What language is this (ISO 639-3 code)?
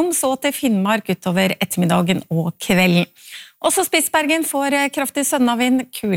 nor